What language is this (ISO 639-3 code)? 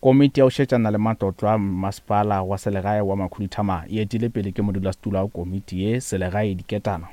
nso